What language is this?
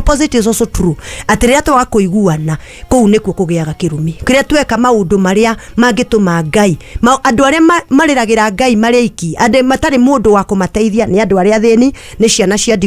Kikuyu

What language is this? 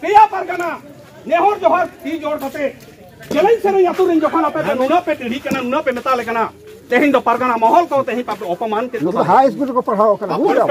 Santali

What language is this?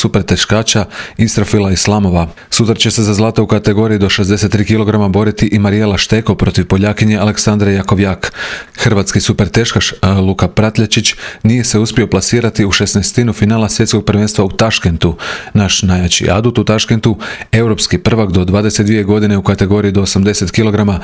Croatian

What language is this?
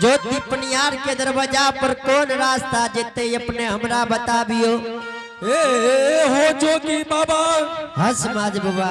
Angika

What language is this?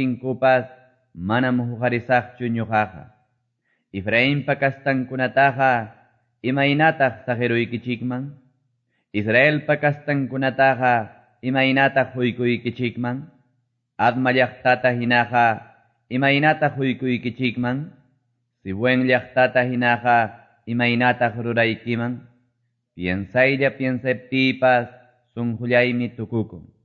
Quechua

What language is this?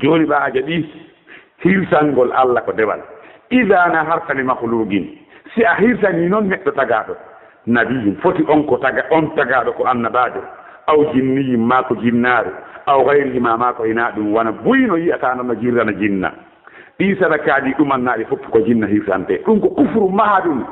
Fula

